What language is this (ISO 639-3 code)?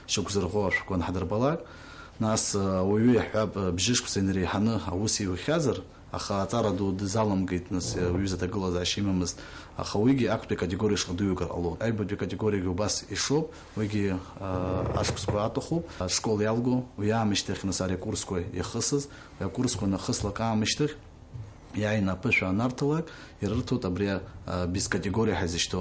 abk